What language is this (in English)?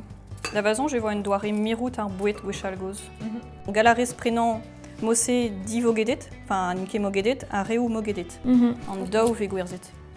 Breton